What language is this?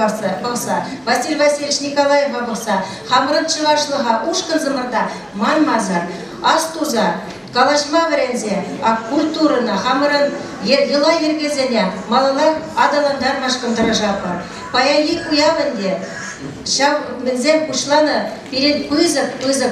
Chuvash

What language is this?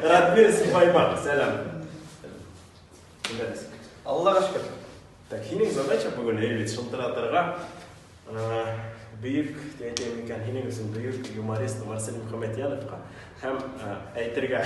Bashkir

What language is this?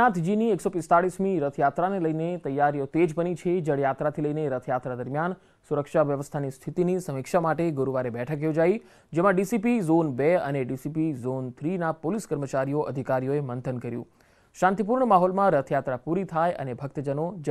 Gujarati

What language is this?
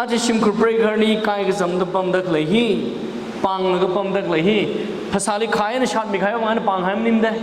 Tangkhul Naga (India)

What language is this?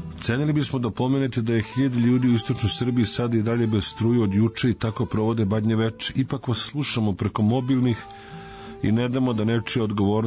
Serbian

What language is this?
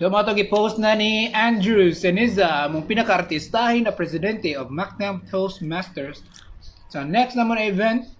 Cebuano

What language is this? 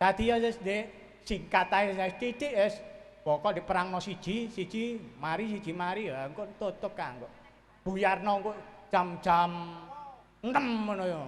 Javanese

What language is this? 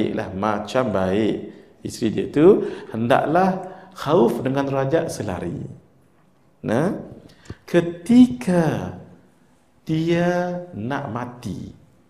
Malay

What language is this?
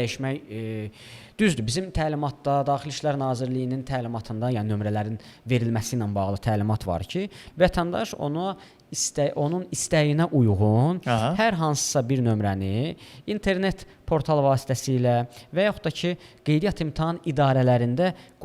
Azerbaijani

